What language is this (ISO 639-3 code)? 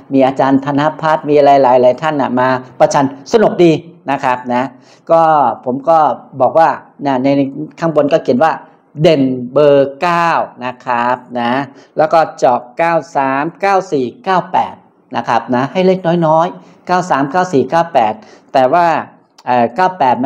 tha